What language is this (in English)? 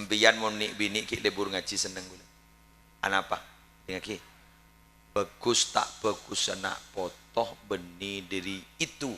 Madurese